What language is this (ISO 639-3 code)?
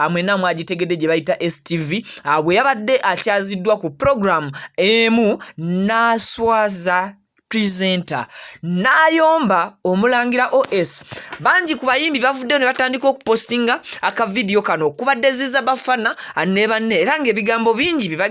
lug